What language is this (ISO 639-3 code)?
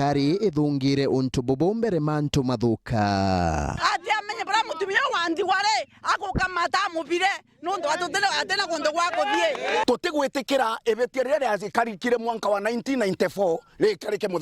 mer